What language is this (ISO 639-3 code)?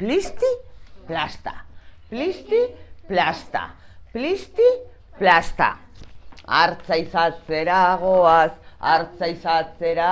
eus